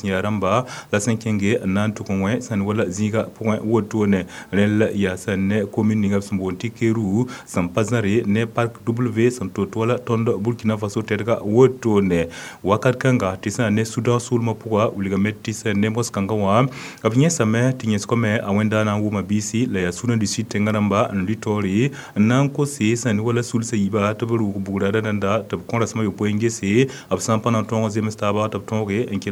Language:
Mossi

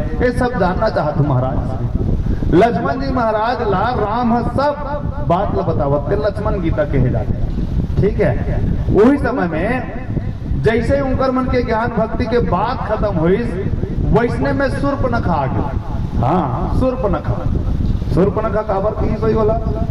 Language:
Chhattisgarhi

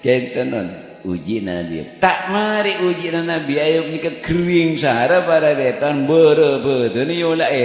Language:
Madurese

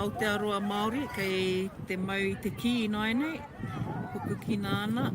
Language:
Māori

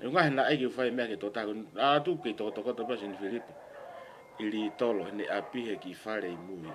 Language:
Tongan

